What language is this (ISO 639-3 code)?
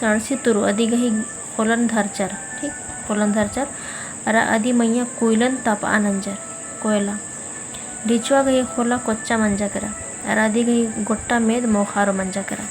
kru